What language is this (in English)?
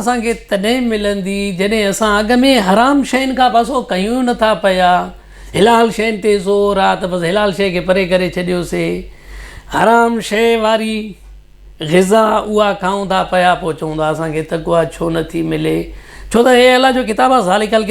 Sindhi